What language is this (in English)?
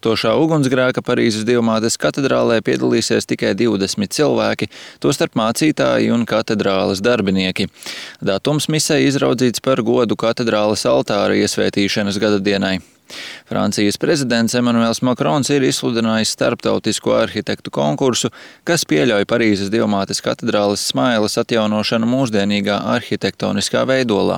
Latvian